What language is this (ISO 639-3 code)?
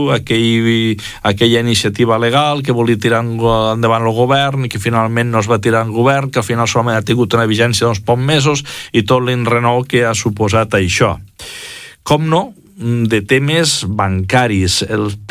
cat